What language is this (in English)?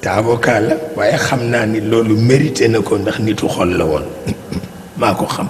Wolof